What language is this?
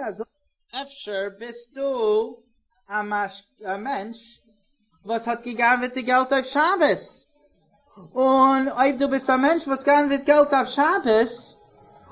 Yiddish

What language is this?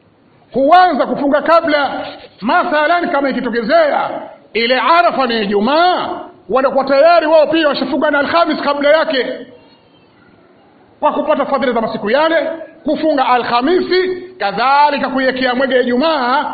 Swahili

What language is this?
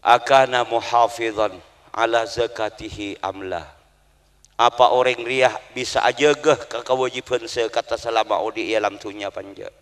Madurese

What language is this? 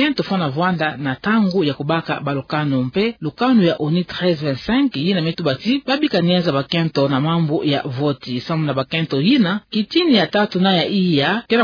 Kituba (Democratic Republic of Congo)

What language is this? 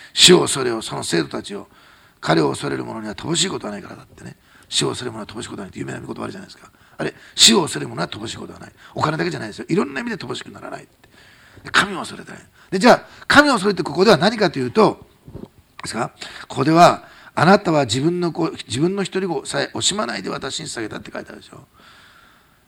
Japanese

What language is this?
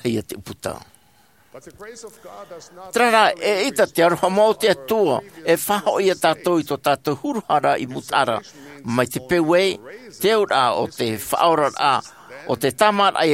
Tahitian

